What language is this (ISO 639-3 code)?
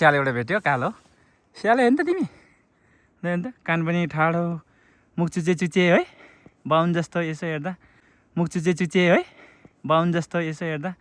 nep